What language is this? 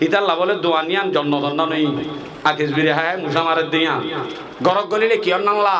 Rohingya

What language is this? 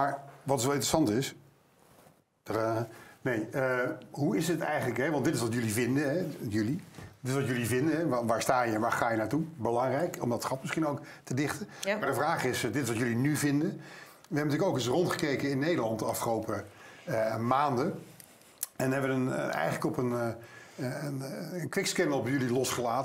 Dutch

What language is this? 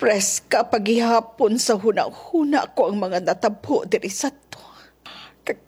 Hiligaynon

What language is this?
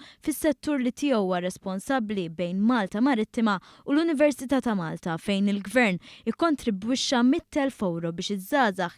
Maltese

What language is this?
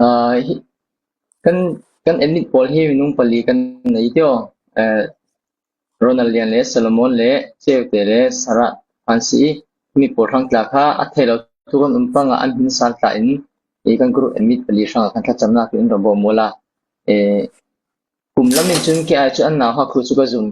Falam Chin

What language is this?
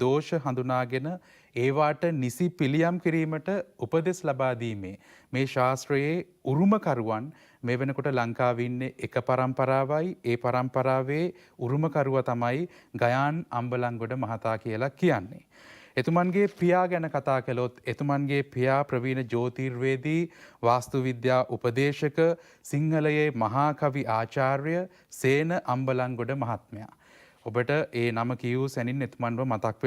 Sinhala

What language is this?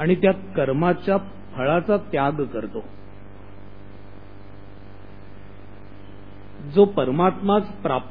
Marathi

